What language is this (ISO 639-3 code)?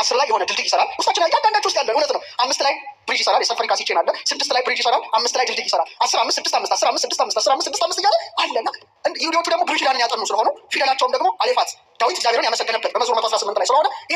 amh